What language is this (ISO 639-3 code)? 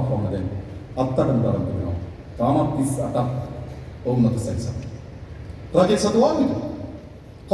sin